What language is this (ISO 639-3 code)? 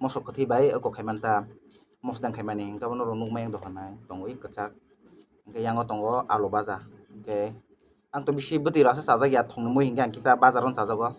trp